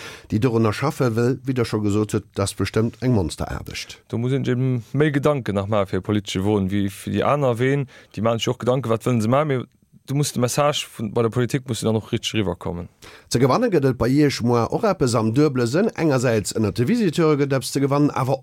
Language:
Luxembourgish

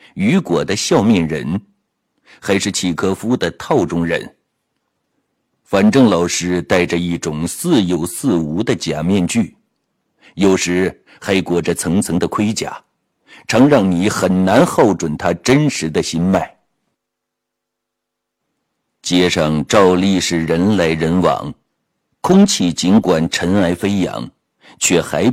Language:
Chinese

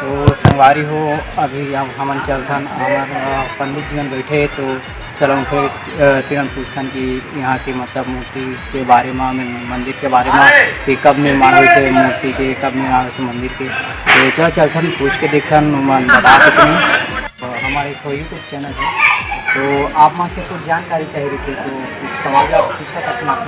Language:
Chhattisgarhi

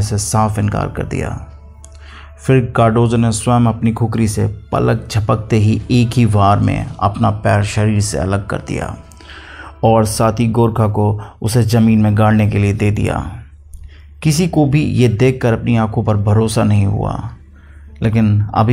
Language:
Hindi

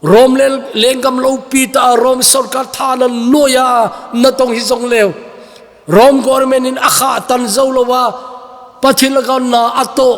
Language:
Thado Chin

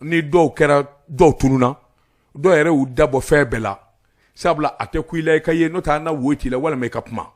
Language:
Bambara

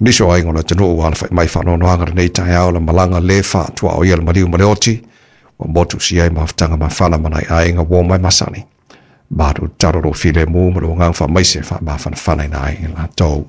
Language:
Samoan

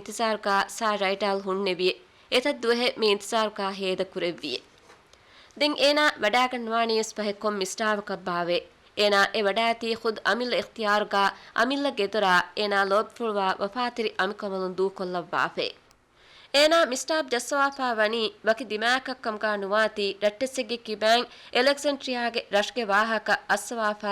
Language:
Divehi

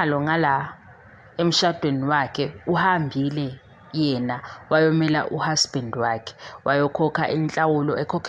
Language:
Zulu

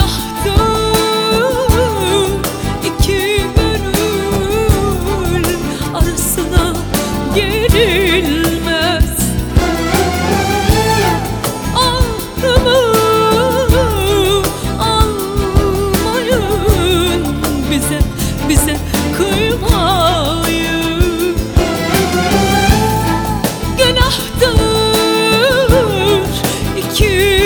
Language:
Turkish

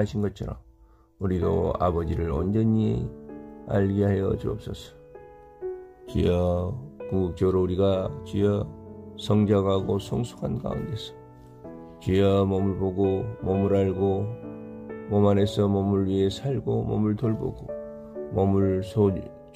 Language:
Korean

